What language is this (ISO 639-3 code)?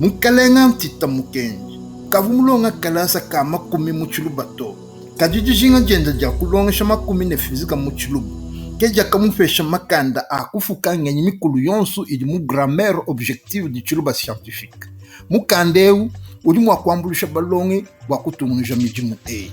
lua